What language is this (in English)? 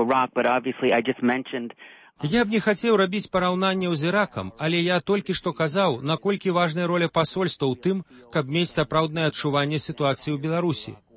Belarusian